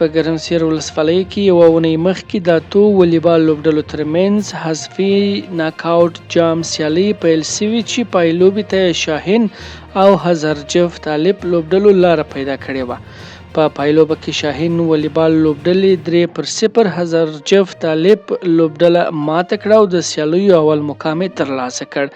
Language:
Pashto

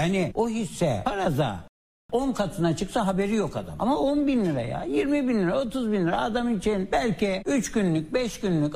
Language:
Turkish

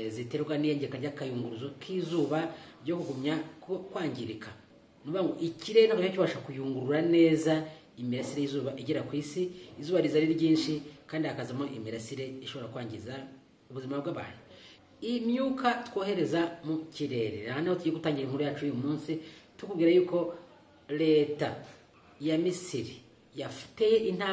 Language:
Kinyarwanda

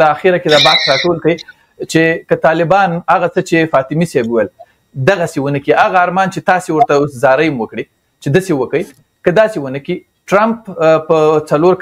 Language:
Pashto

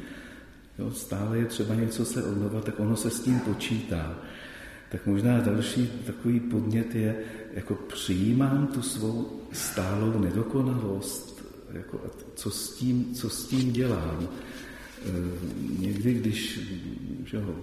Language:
Czech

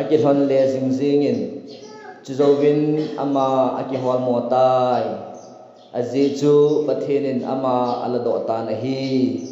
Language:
Thado Chin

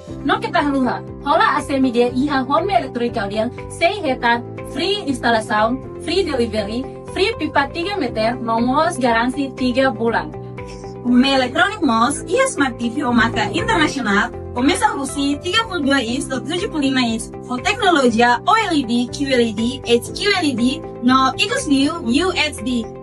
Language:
Tetum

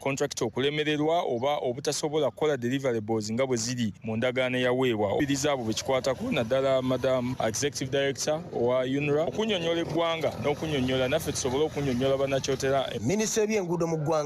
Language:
Ganda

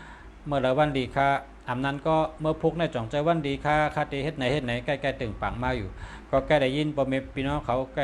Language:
Shan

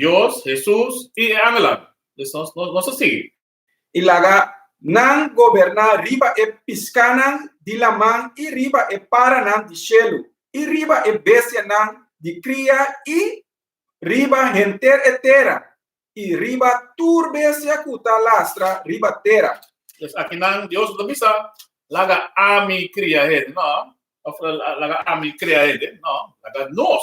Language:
Papiamento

